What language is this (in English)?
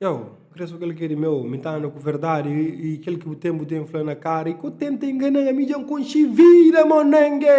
Kabuverdianu